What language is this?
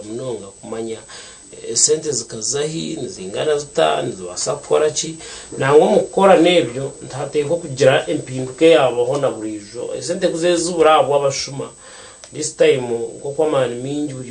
Nyankole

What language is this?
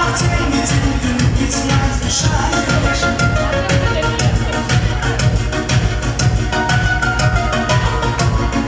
Russian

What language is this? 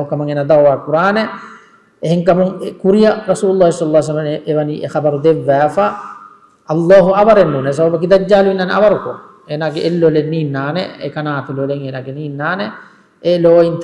Divehi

